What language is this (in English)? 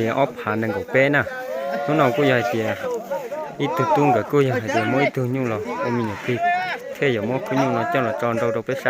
Hmong